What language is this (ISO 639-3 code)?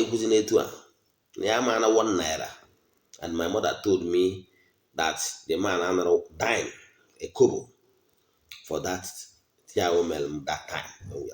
ibo